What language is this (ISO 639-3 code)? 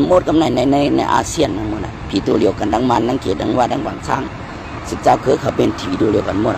shn